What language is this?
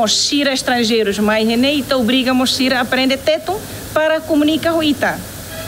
Tetum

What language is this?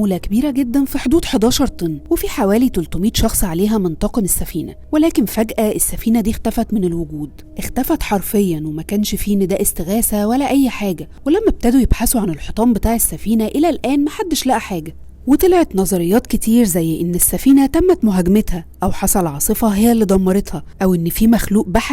Egyptian Arabic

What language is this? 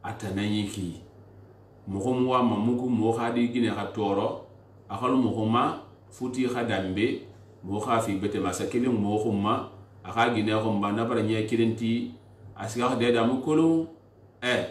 Susu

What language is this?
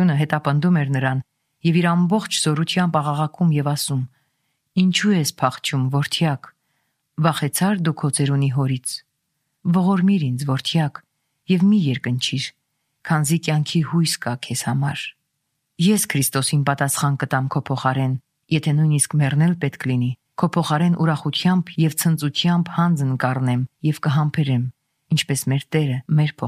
Armenian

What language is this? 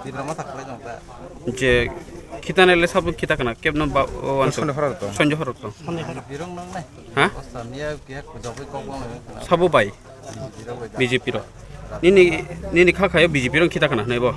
Kok Borok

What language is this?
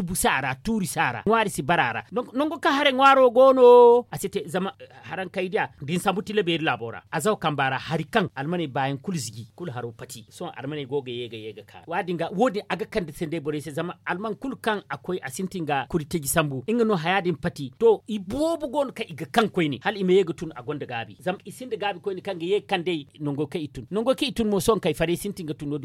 Zarma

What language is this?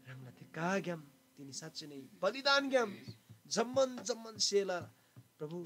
Eastern Tamang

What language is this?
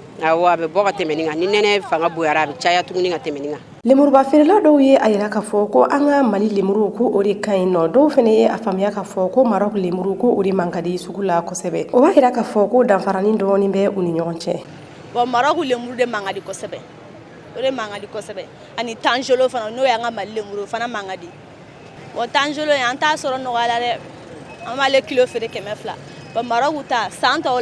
Bambara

